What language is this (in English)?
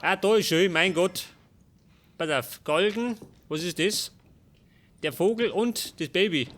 Bavarian